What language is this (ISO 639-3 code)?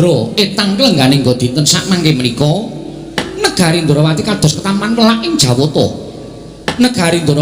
jav